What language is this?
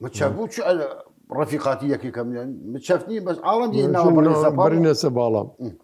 Southern Kurdish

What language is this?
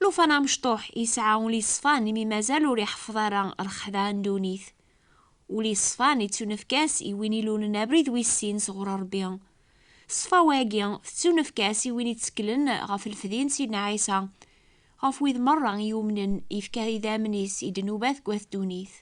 Kabyle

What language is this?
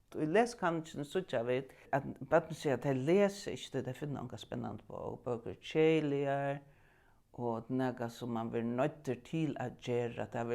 Faroese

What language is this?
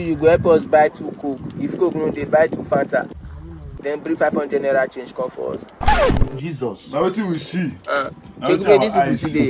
Nigerian Pidgin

